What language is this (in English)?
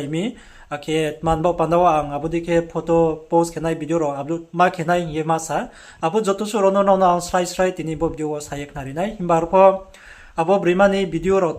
Riang (India)